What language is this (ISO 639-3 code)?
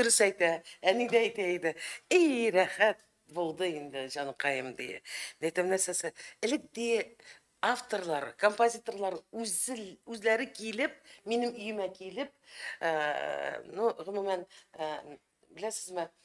tat